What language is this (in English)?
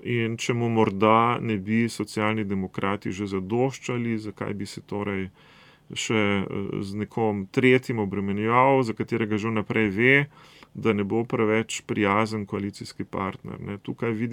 Slovenian